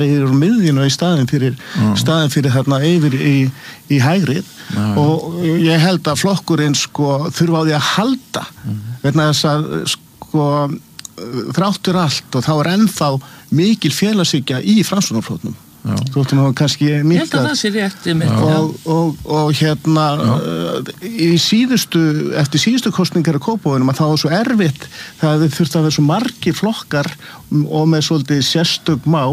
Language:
Icelandic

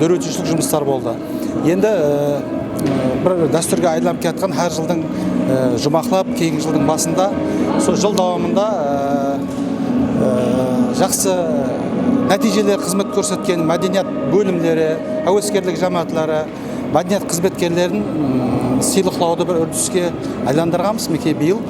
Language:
Kara-Kalpak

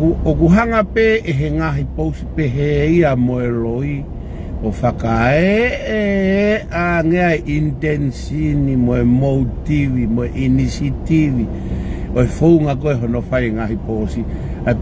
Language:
Tongan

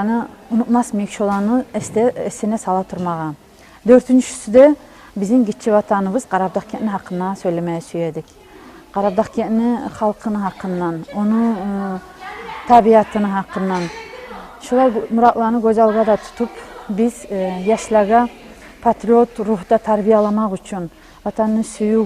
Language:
Kumyk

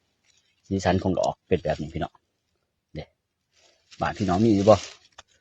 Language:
Northeastern Thai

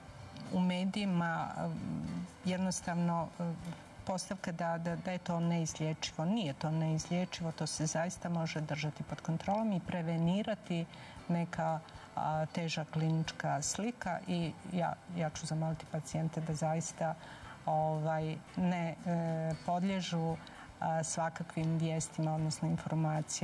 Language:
Croatian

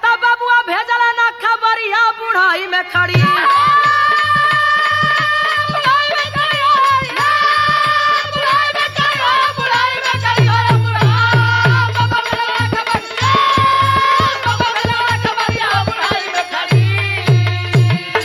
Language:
Bhojpuri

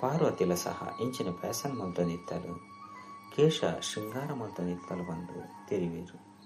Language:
Tulu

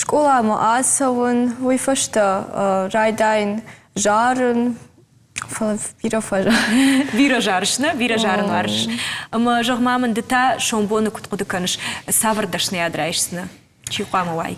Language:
Ossetic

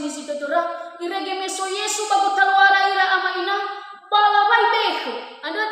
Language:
Nias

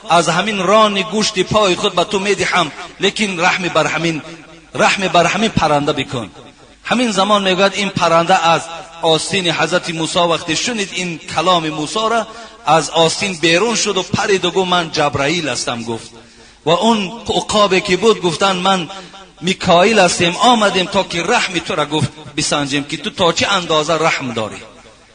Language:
Tajik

